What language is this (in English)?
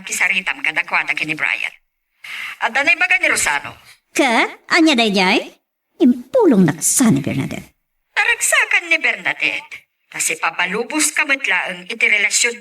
Iloko